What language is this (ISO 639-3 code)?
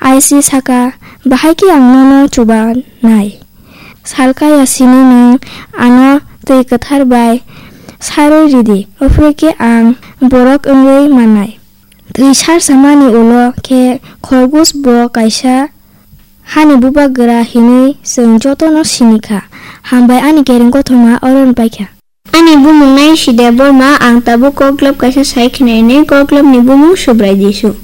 trp